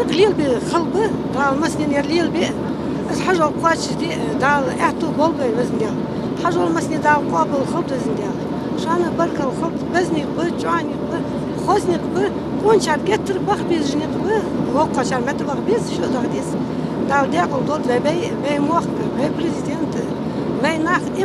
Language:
Ingush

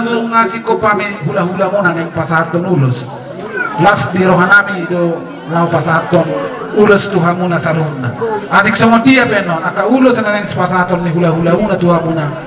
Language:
Batak Toba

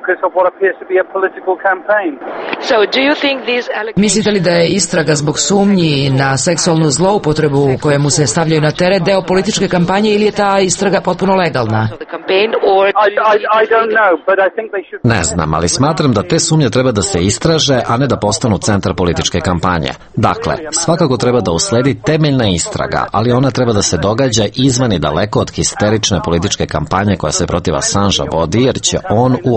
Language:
Serbian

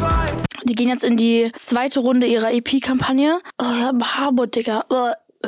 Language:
German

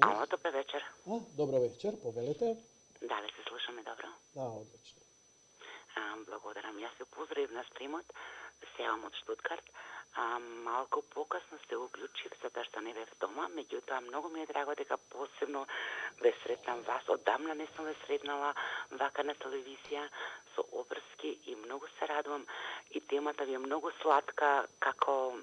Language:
Macedonian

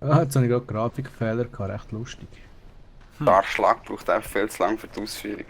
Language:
Swiss German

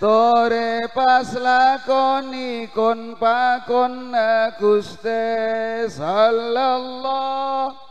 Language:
Madurese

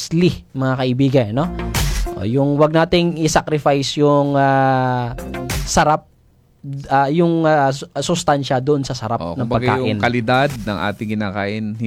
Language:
Filipino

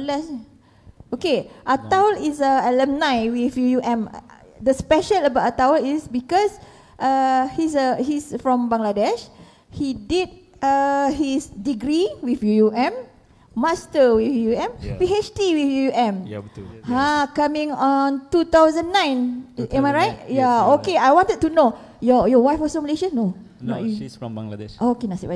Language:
Malay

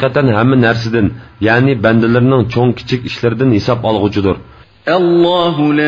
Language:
Uyghur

